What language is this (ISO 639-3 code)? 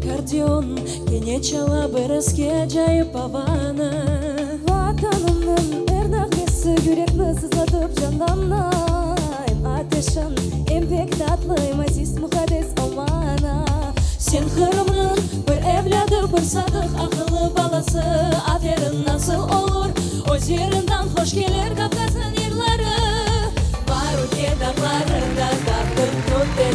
crh